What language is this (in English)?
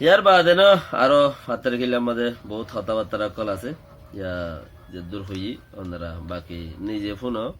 Rohingya